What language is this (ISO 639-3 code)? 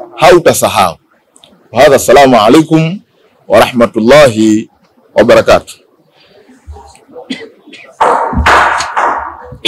swa